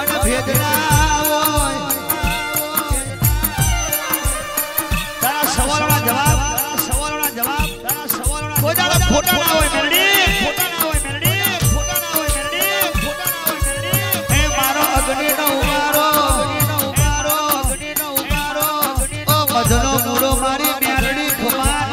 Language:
Gujarati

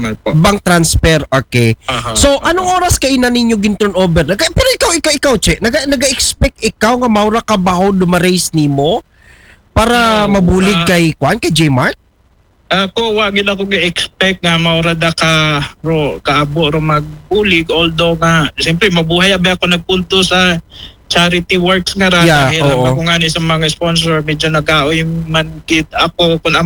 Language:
Aklanon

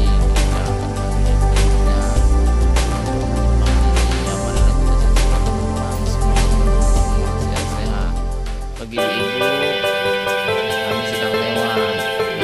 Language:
Indonesian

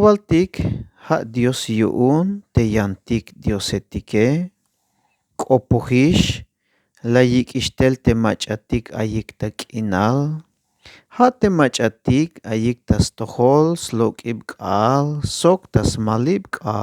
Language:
Tzeltal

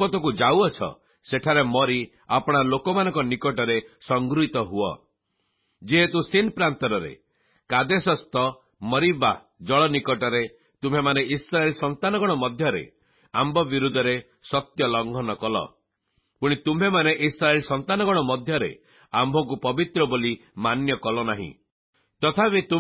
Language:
Odia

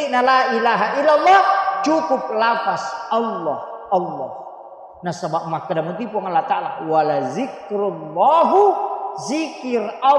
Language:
Buginese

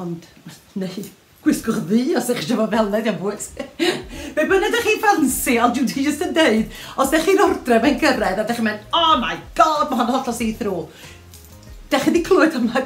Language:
Welsh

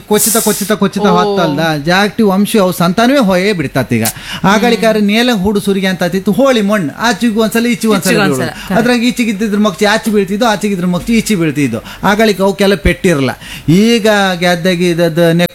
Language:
Kannada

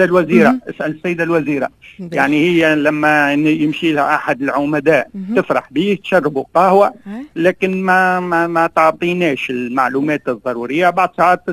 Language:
Tunisian Arabic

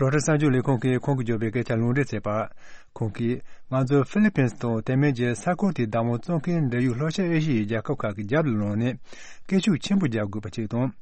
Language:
Tibetan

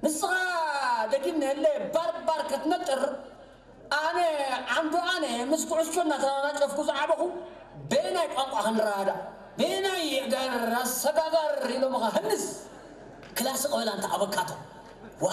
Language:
Tigrinya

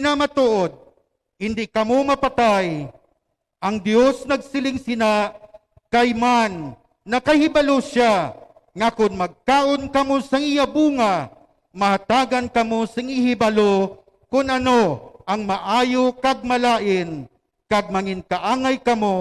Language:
Hiligaynon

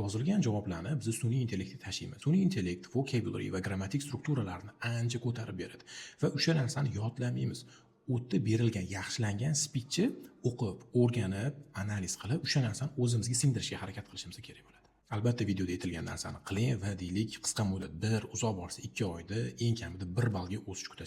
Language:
Uzbek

